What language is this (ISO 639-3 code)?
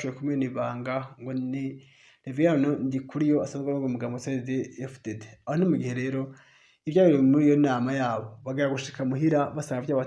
run